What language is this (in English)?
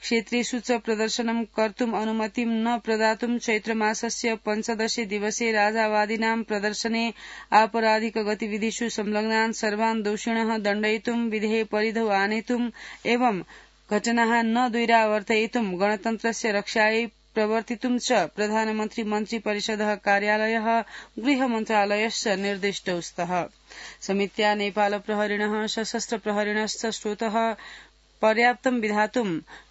Sanskrit